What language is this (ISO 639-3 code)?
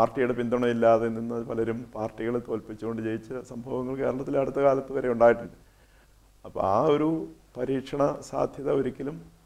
mal